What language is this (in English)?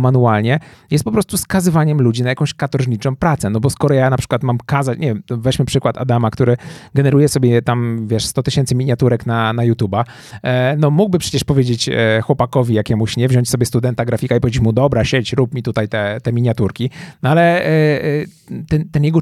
Polish